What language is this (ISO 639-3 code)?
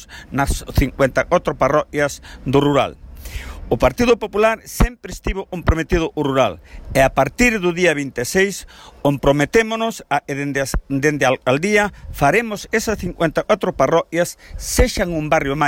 glg